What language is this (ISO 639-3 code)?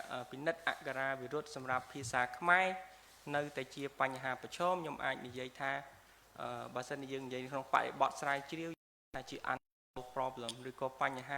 khm